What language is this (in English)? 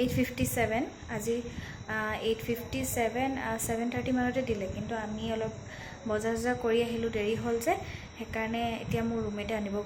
Assamese